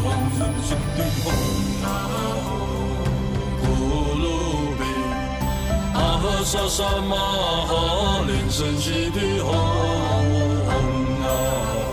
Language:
Chinese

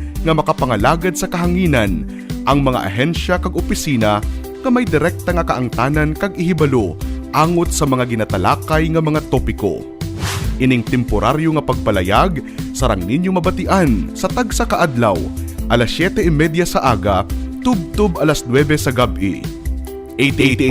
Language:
Hiligaynon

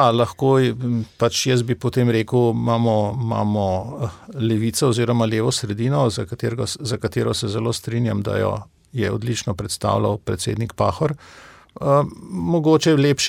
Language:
Slovenian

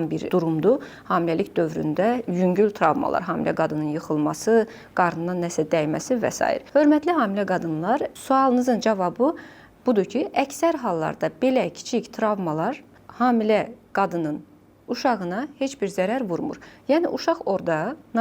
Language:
Azerbaijani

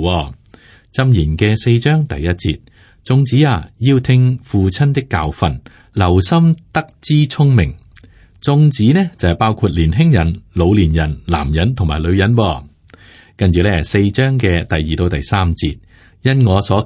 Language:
Cantonese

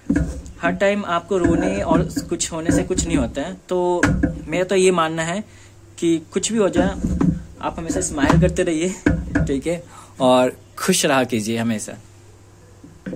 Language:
Hindi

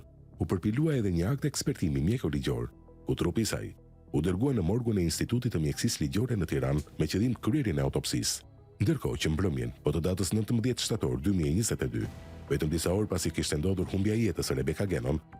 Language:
Albanian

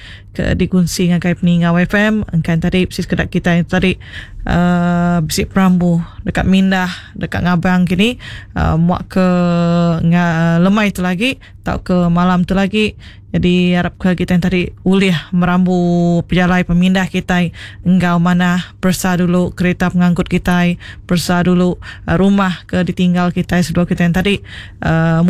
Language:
Iban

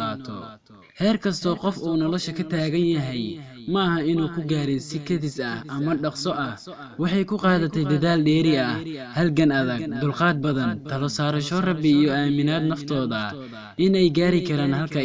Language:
Somali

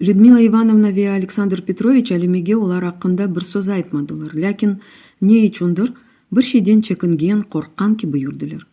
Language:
Crimean Tatar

